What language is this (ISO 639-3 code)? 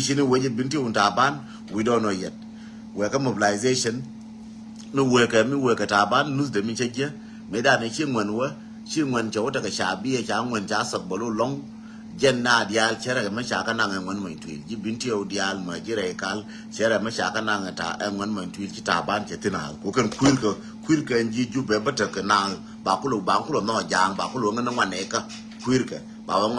nus